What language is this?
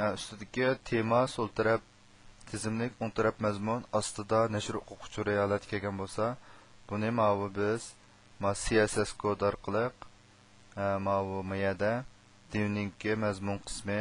Uyghur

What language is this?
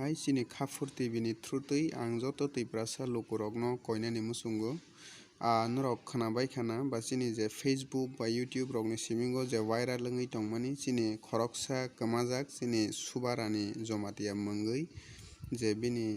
Kok Borok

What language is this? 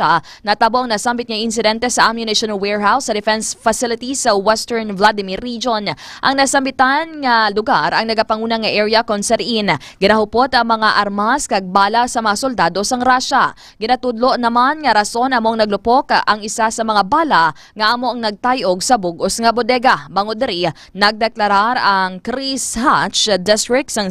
Hiligaynon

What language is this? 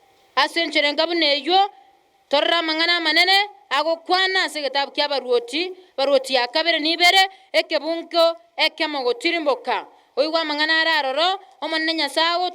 Gusii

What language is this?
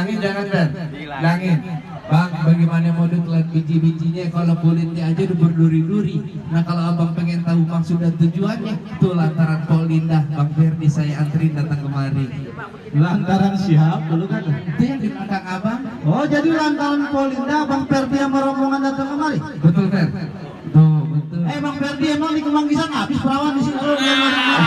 Betawi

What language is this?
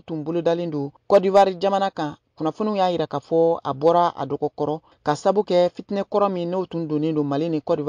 Bambara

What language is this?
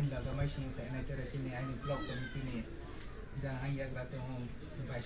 Kok Borok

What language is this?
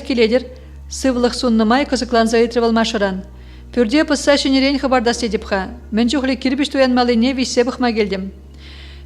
Chuvash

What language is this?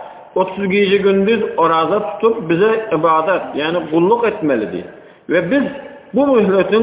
Turkmen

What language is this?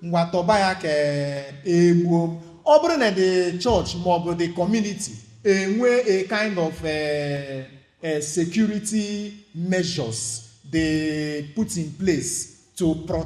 Igbo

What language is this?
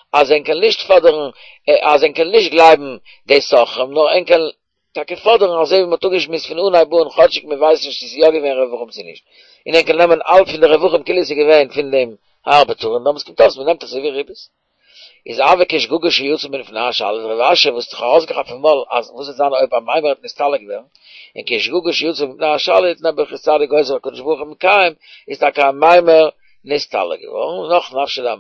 Yiddish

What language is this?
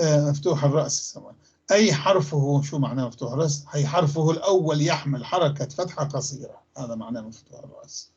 North Levantine Arabic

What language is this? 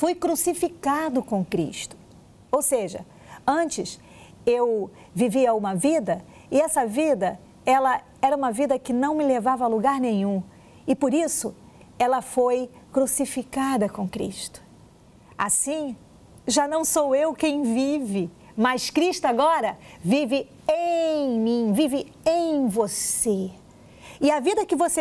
Portuguese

